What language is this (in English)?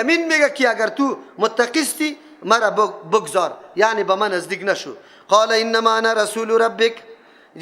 Persian